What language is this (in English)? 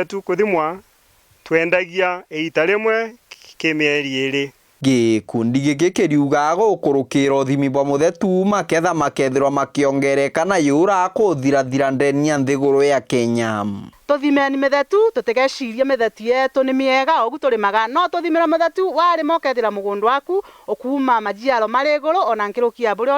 Meru